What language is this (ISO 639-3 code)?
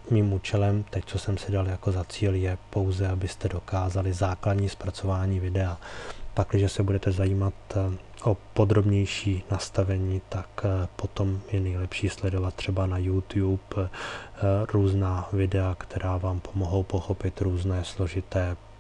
ces